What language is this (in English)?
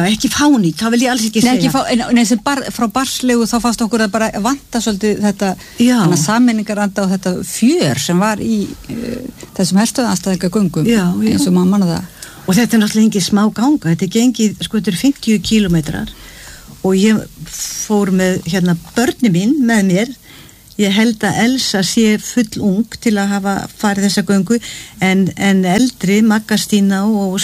Icelandic